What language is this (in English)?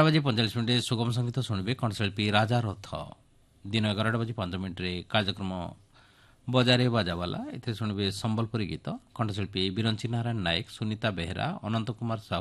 Odia